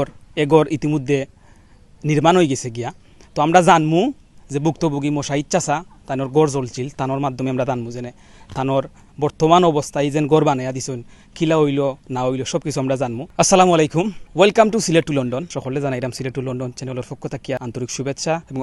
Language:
Sylheti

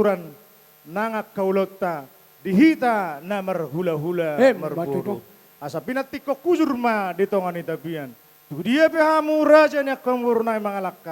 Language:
Batak Toba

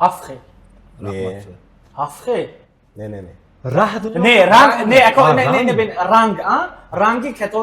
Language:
Tajik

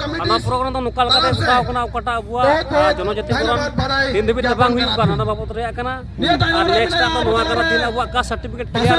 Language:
Santali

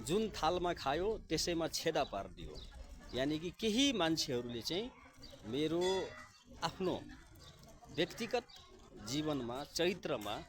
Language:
Nepali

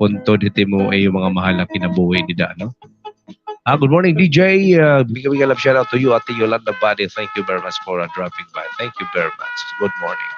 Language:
Waray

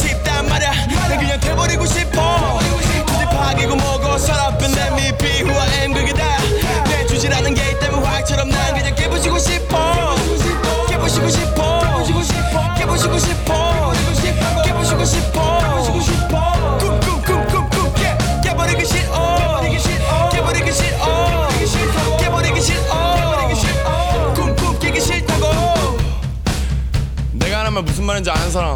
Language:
Korean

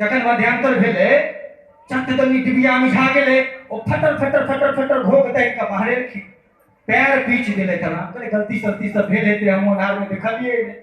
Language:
Maithili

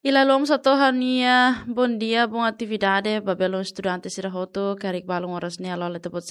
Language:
Tetum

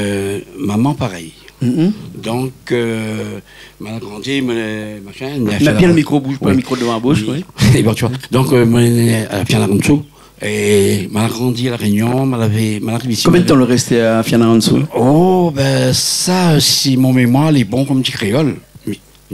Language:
Réunion Creole French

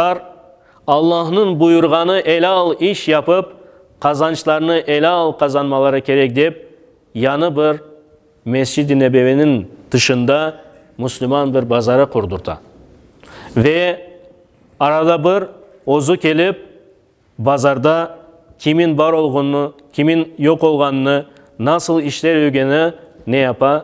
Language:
Crimean Tatar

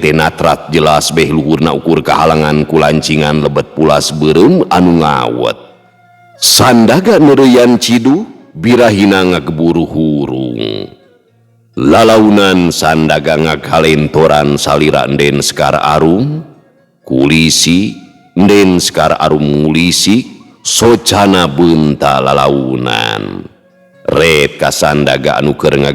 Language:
Sundanese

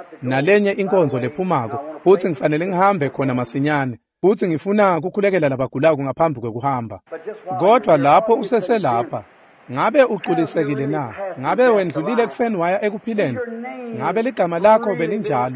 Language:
Swati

